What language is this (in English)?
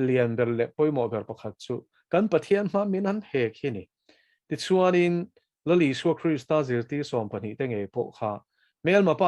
Mizo